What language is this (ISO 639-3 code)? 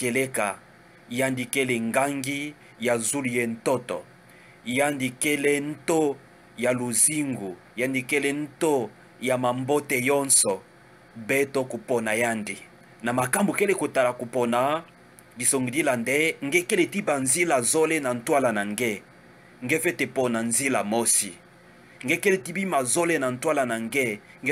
ktu